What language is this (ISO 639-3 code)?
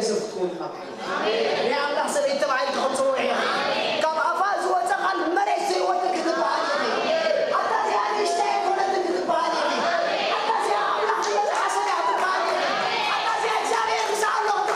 tir